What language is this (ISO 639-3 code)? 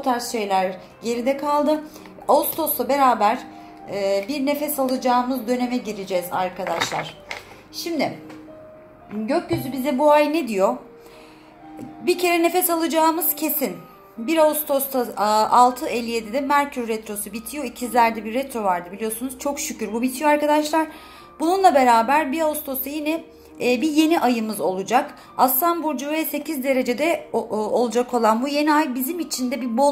tur